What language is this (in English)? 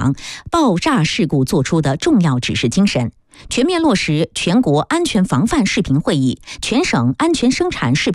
Chinese